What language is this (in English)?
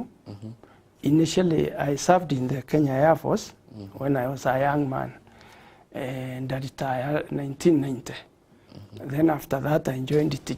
Meru